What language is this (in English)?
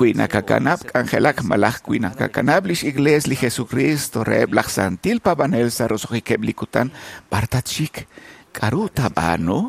Kekchí